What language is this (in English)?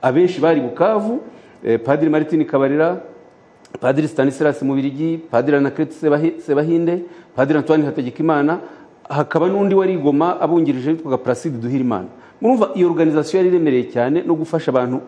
Kinyarwanda